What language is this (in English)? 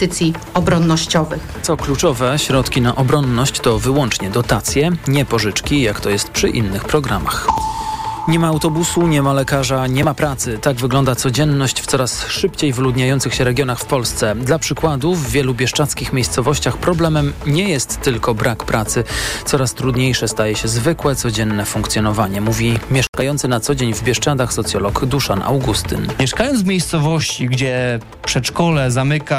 Polish